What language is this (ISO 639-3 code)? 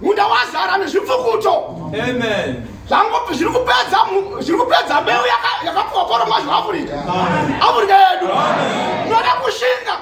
sna